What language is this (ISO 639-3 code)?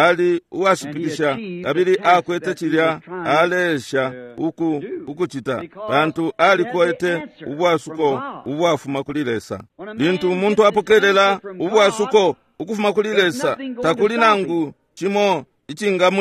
bem